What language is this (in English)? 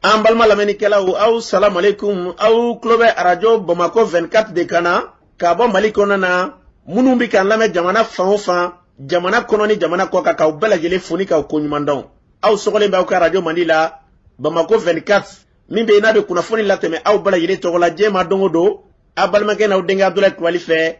Bambara